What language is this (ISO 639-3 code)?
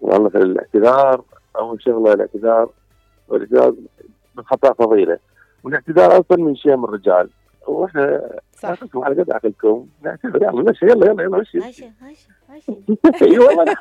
acm